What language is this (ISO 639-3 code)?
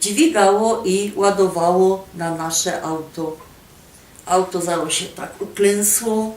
szl